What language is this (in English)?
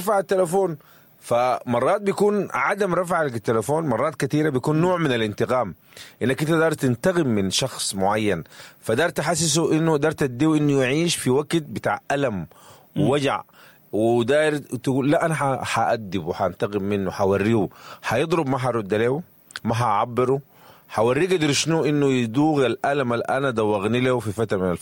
Sudanese Arabic